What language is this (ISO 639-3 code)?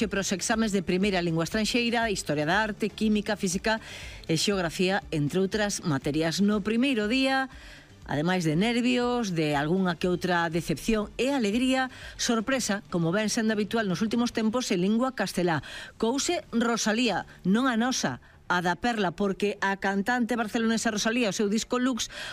glg